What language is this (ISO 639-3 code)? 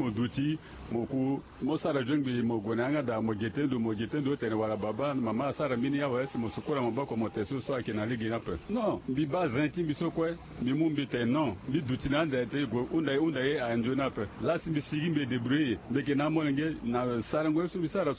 sag